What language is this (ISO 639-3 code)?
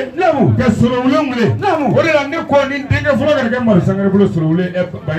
bam